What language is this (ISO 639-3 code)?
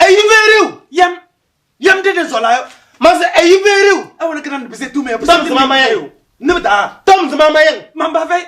kbp